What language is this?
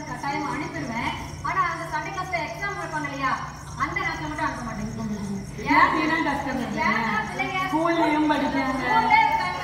Tamil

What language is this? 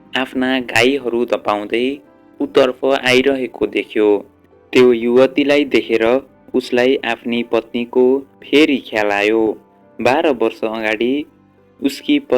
Nepali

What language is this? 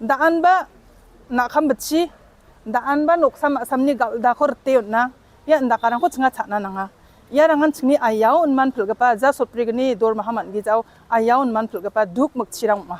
Garo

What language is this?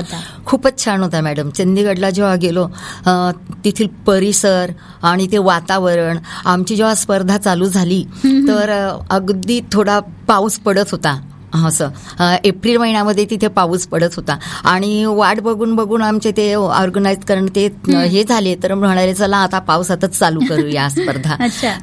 Marathi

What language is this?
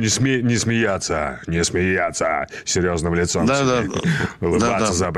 Russian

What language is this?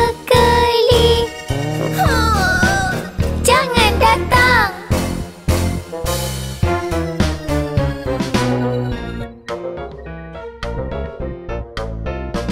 Malay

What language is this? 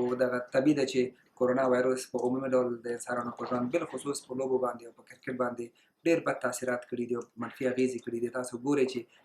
Pashto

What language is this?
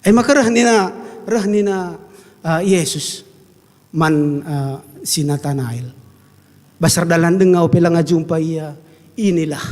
Batak Karo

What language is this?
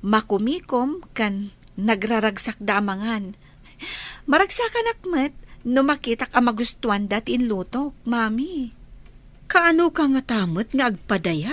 Iloko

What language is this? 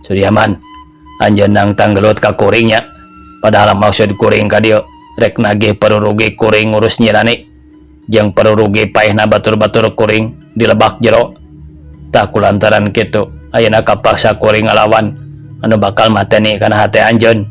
Sundanese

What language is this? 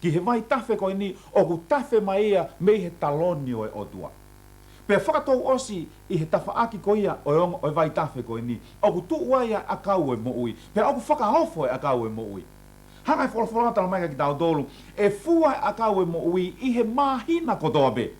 Tongan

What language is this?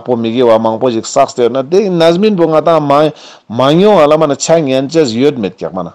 Ladakhi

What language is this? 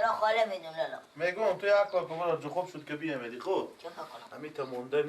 Persian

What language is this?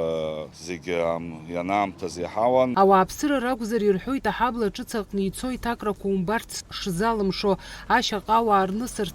Abkhazian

